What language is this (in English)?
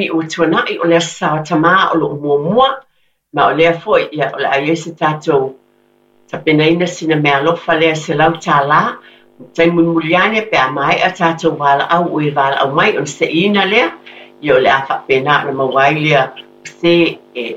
Samoan